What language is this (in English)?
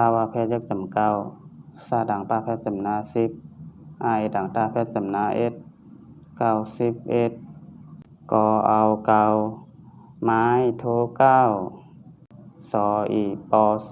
Shan